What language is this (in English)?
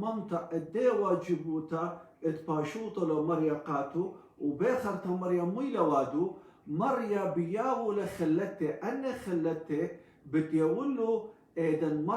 Assyrian Neo-Aramaic